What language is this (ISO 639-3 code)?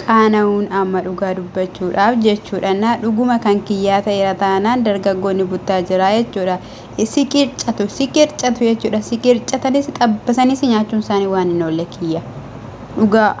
orm